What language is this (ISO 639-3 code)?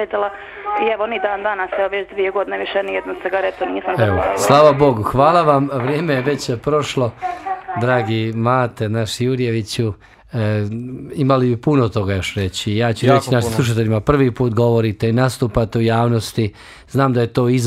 bos